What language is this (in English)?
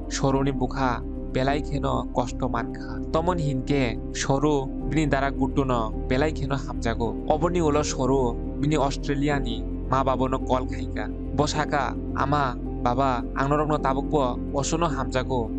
Kok Borok